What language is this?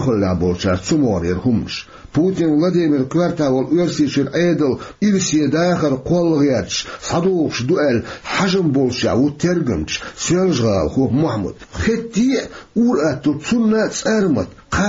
Chechen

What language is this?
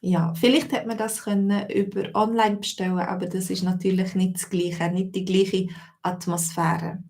Swiss German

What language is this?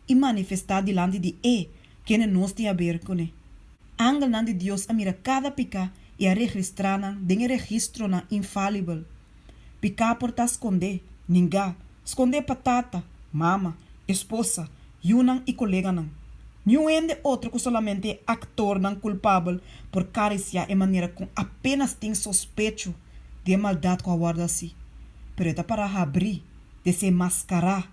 Papiamento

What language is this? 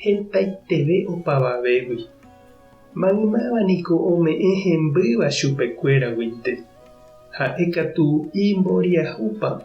Guarani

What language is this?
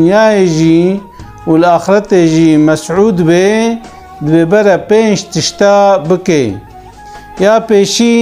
Kurdish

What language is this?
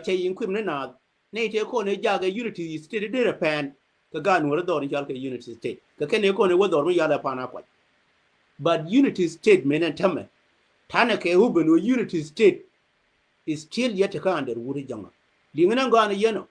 Nuer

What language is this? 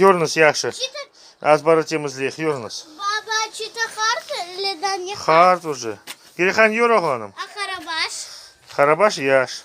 Crimean Tatar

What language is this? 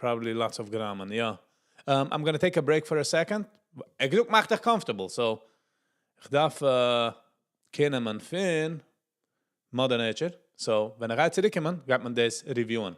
Yiddish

